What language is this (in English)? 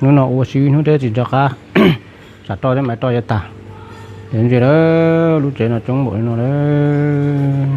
Hmong